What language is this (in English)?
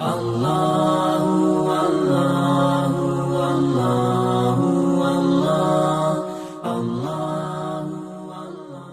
Musi